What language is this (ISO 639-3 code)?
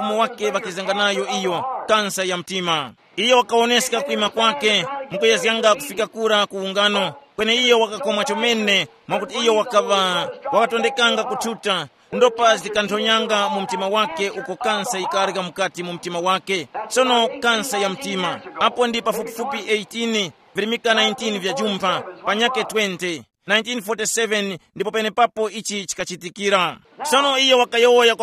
tum